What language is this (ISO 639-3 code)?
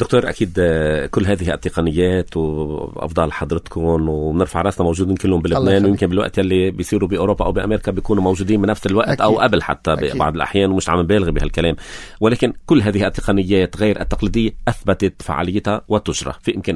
apc